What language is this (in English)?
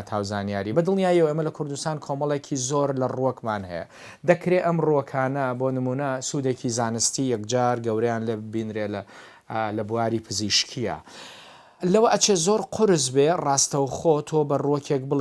Central Kurdish